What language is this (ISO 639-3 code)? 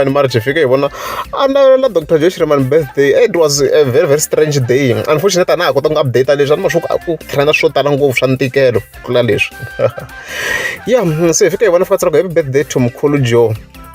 tso